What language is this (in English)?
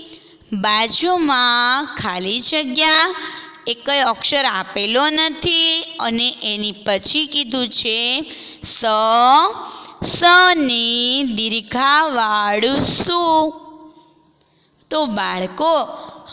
Gujarati